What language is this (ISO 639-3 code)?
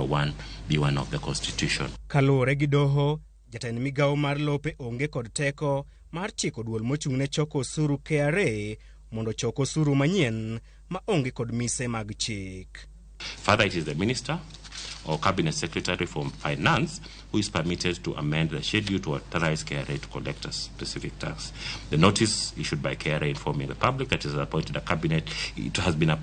luo